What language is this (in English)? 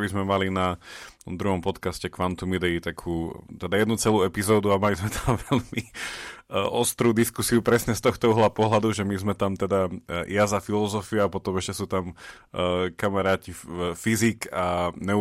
Slovak